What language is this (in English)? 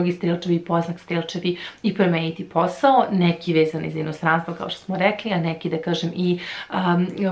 Serbian